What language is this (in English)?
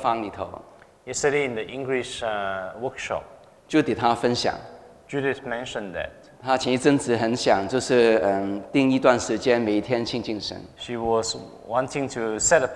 Chinese